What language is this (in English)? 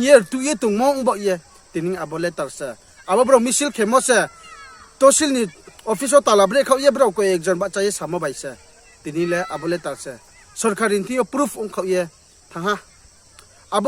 Riang (India)